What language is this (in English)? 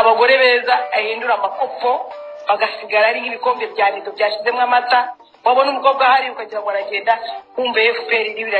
Kinyarwanda